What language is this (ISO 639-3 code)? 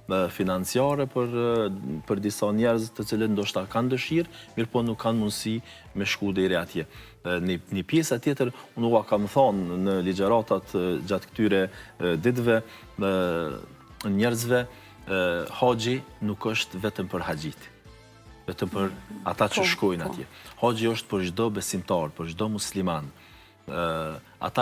sqi